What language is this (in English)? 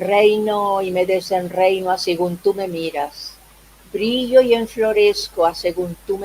Ladino